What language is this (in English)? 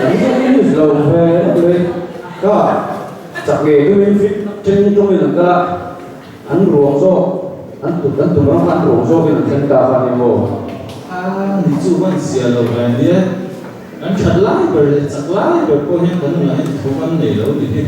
Mizo